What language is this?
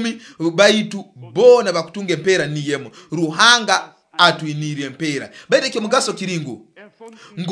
Nyoro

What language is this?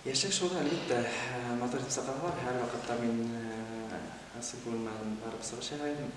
Bashkir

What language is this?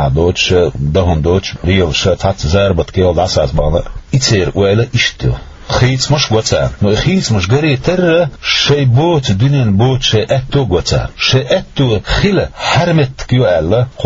Chechen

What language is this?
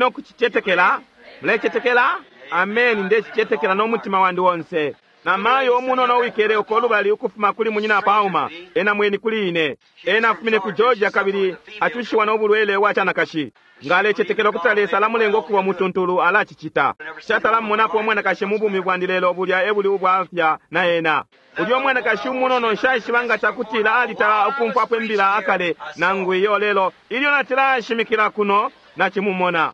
Bemba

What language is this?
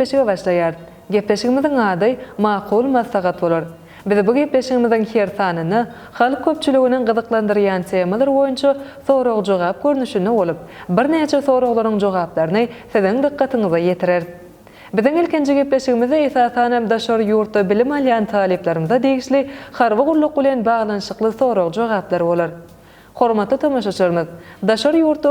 Turkmen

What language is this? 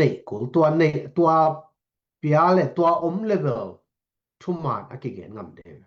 Tedim Chin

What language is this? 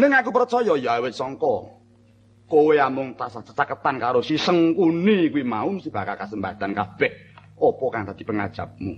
Javanese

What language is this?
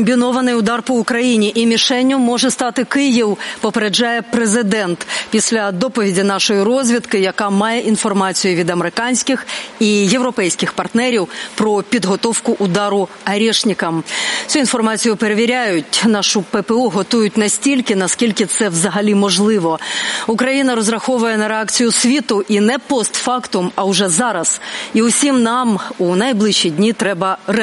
Ukrainian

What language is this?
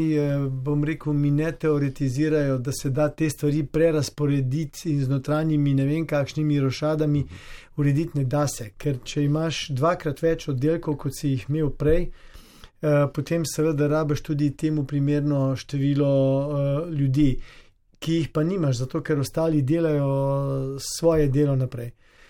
Slovenian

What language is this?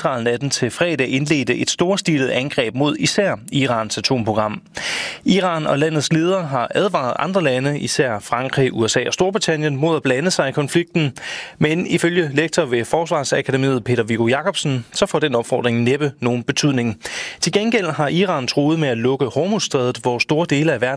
Danish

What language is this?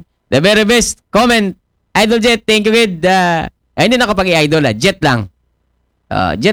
Aklanon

